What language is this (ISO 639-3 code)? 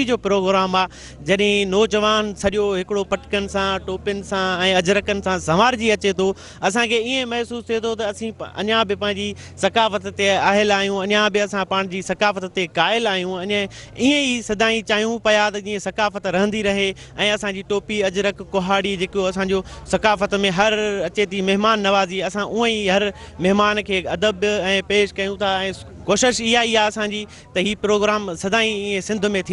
snd